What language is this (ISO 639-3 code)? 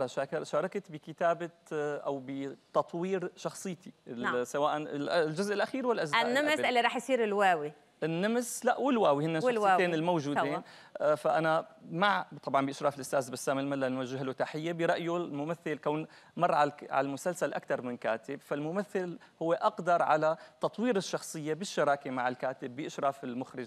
apc